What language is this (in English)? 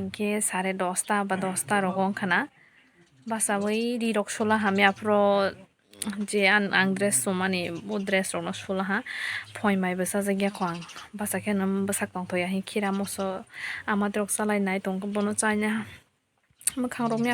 Kok Borok